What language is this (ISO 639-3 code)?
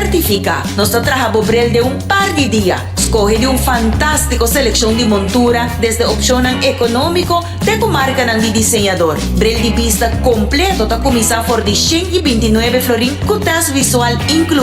pap